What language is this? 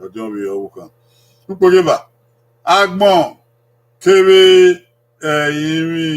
Bini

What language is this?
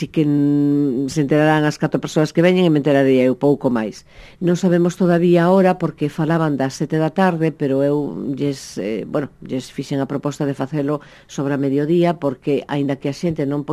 Galician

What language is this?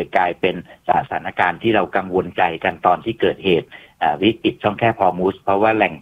Thai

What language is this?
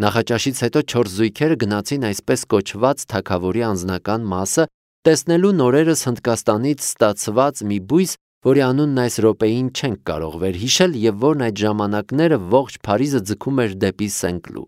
Armenian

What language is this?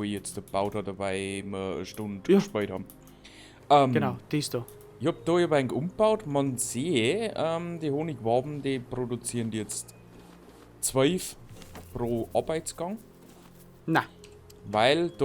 Bavarian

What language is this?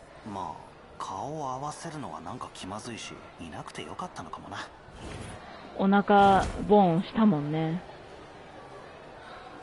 Japanese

